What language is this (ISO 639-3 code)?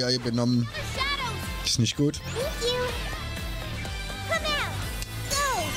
deu